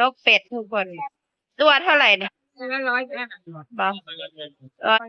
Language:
Northeastern Thai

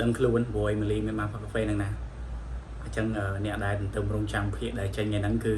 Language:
Khmer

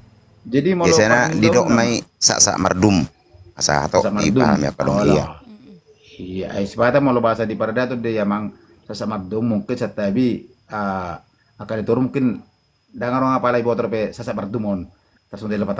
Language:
Batak Toba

